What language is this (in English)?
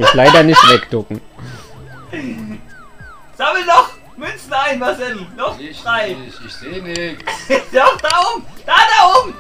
German